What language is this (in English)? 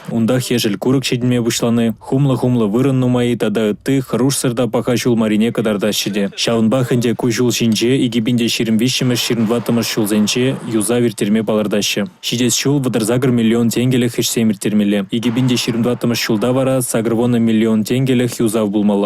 Chuvash